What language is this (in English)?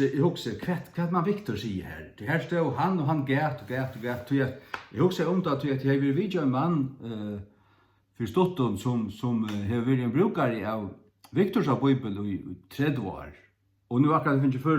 Faroese